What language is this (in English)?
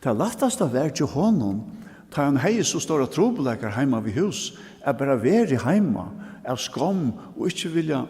Faroese